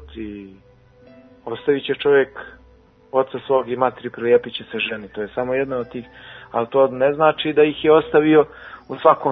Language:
Serbian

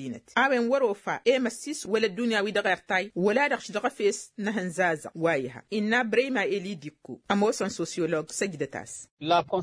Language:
Tamasheq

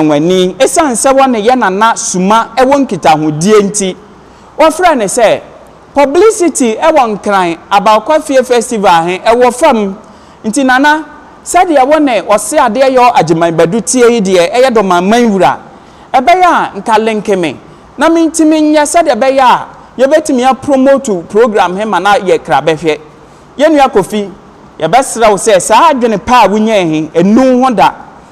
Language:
Akan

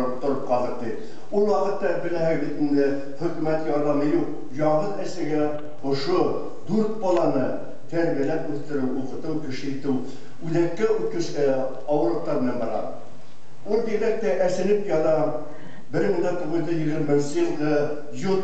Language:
Bashkir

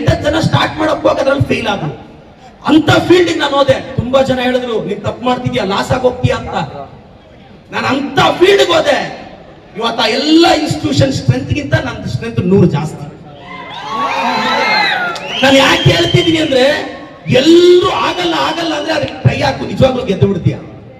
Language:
Kannada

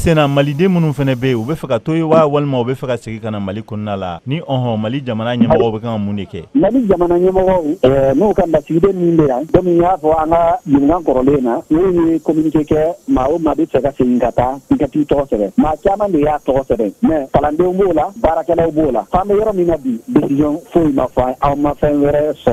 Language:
Bambara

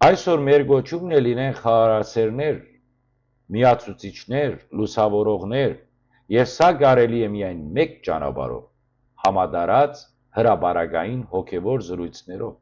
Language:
Western Armenian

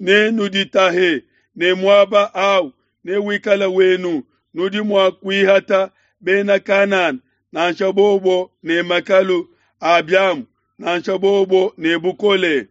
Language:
Luba-Lulua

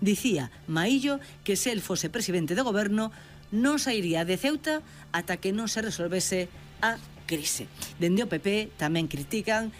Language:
Galician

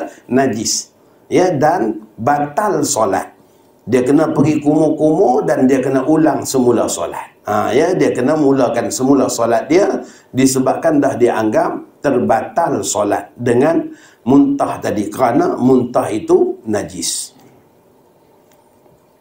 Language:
Malay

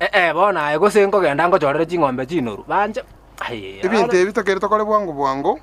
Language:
Gusii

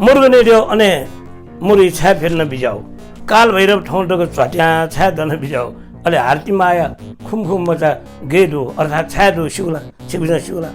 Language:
Newari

